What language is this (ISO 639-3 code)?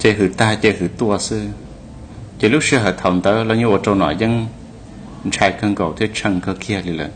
hmn